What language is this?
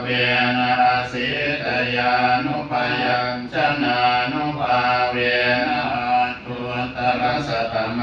Pali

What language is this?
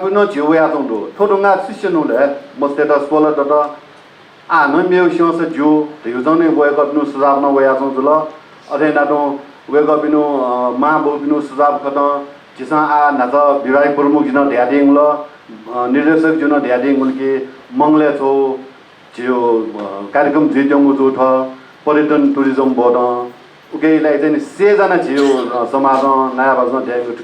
Newari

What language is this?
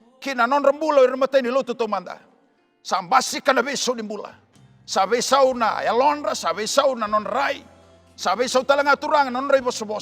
Fijian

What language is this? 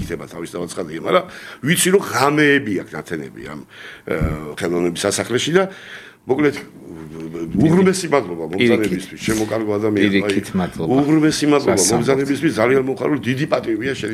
Georgian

